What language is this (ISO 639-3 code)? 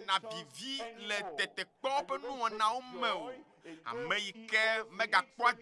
ewe